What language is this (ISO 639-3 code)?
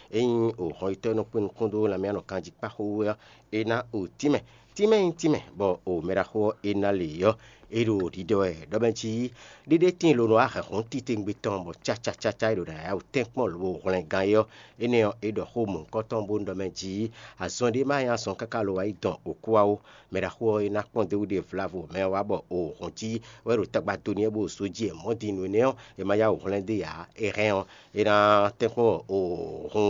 fon